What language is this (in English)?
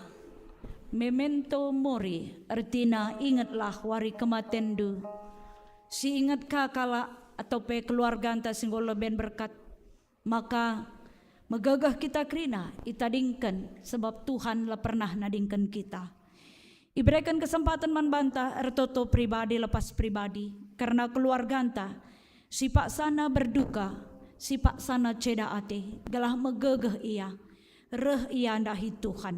Batak Karo